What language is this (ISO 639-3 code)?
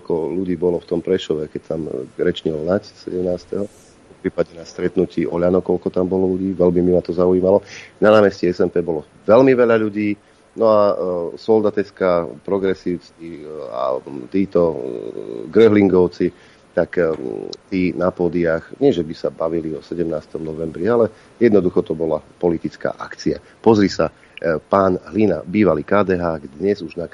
slk